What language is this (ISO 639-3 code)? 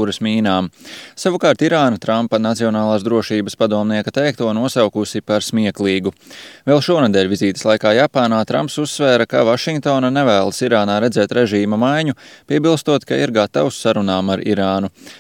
lav